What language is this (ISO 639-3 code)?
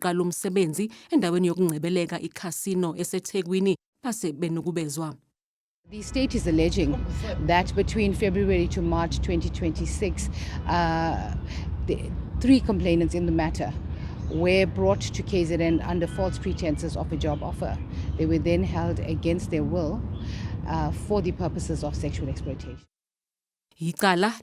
zul